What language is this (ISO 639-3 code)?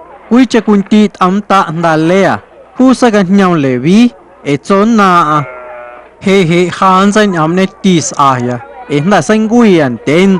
amu